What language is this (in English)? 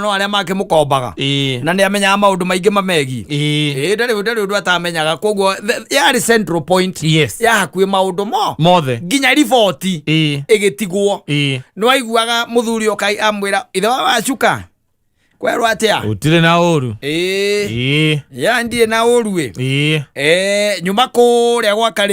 Kikuyu